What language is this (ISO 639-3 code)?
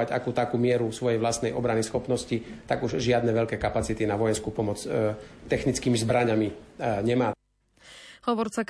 slk